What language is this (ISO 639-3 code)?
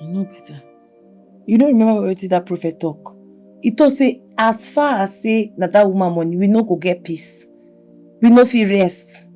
pcm